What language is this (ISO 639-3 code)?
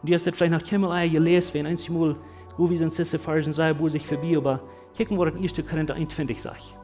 pdt